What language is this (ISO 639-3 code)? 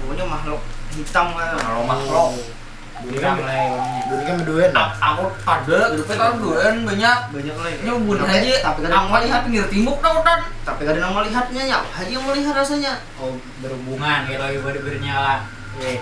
bjn